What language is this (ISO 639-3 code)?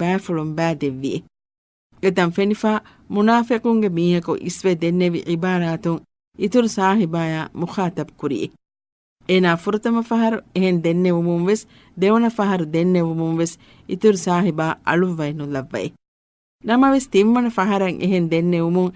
div